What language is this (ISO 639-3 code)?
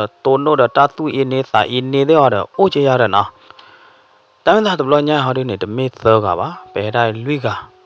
ksw